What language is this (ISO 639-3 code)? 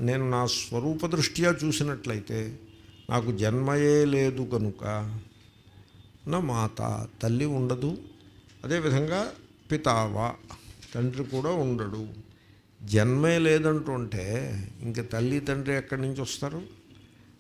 tel